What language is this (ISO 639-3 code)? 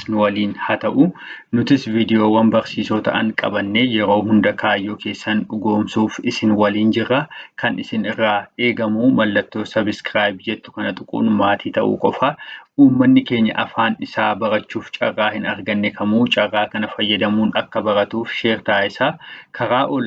orm